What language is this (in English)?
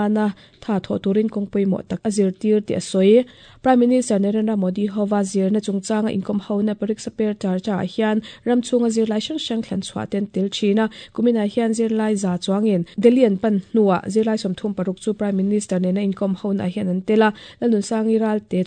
Mizo